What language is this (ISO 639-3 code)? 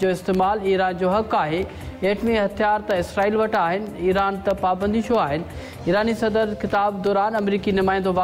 snd